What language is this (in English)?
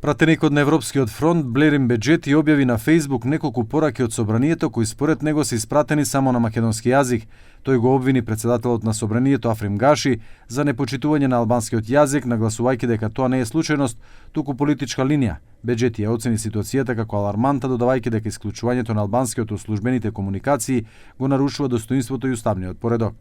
Macedonian